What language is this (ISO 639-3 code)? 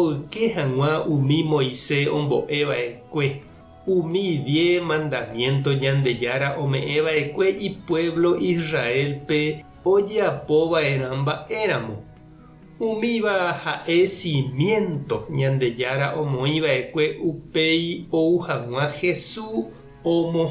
grn